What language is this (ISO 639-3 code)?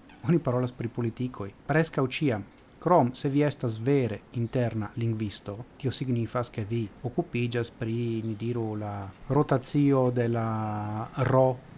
epo